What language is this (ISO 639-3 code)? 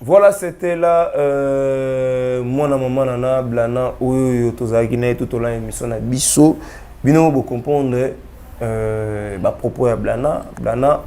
lin